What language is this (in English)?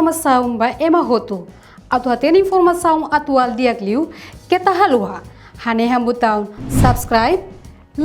Tetum